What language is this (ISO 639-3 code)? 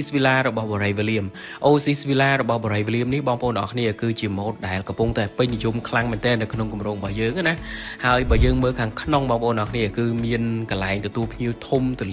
khm